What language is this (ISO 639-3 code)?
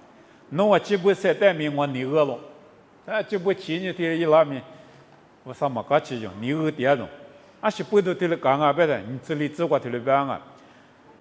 lis